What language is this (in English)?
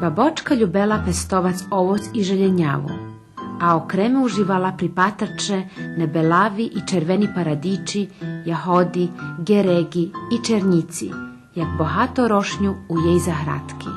Rusyn